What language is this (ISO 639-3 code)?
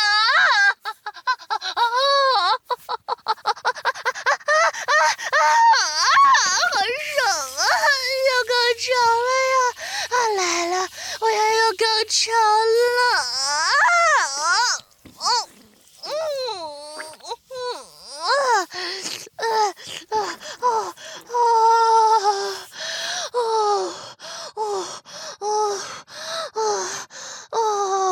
zho